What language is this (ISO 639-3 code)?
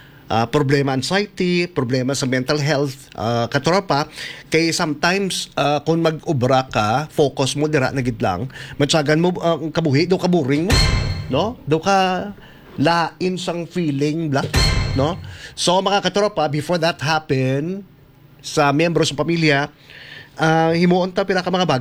hil